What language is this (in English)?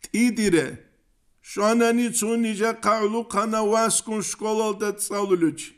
Avaric